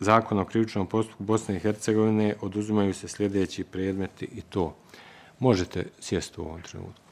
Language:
Bosnian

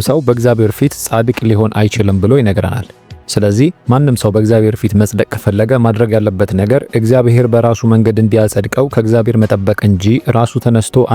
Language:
Amharic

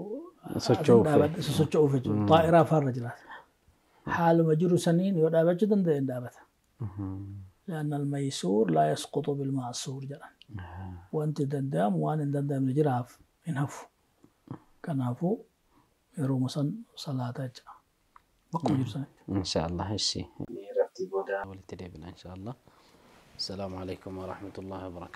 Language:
Oromo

